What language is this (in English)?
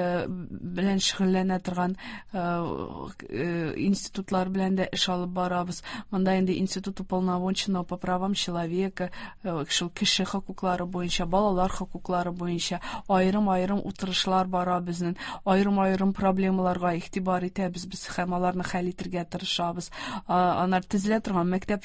Tatar